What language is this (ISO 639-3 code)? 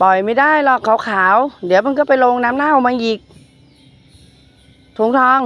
lao